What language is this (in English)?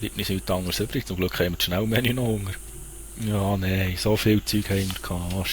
Swiss German